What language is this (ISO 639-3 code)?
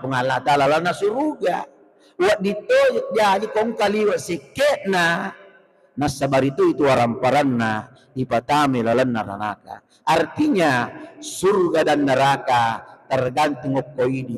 bug